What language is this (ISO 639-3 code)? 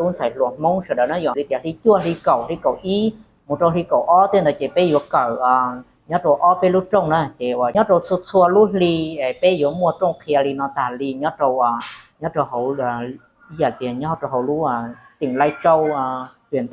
hmn